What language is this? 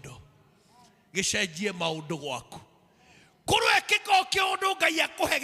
Kikuyu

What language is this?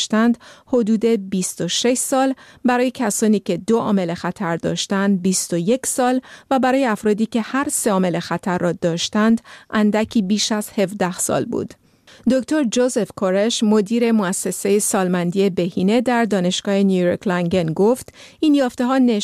Persian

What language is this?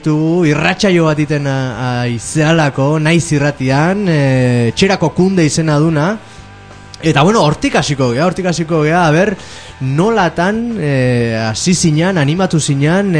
Basque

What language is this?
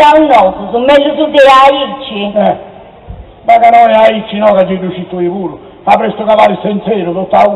Sardinian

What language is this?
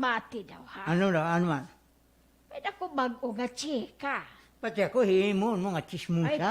Waray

